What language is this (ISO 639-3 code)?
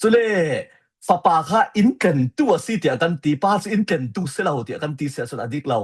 cfm